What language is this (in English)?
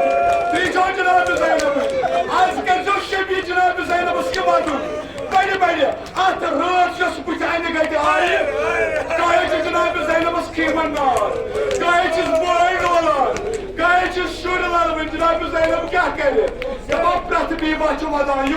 Kashmiri